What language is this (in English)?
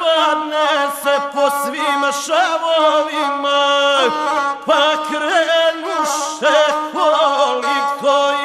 Croatian